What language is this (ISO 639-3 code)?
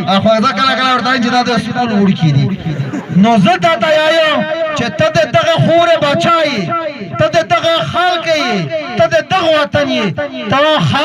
pus